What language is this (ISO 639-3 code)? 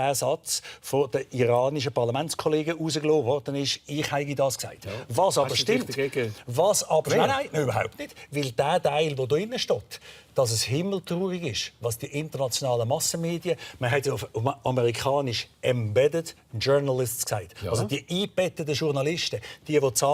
gsw